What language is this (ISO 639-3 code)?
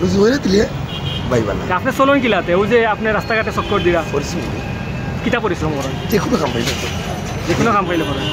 syl